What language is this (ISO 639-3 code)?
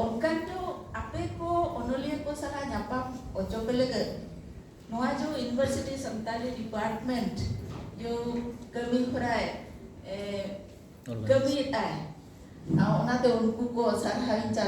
sat